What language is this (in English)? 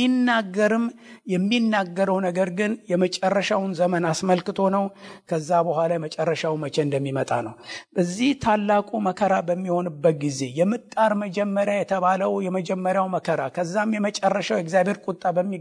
Amharic